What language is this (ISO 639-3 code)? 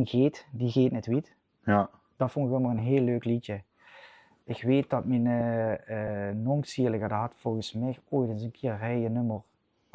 lim